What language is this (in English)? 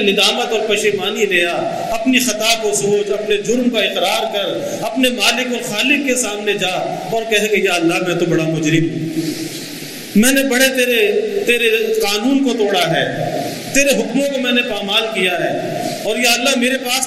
Urdu